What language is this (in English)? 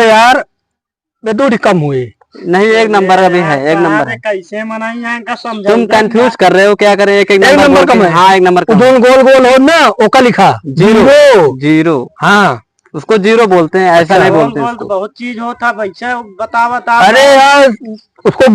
Awadhi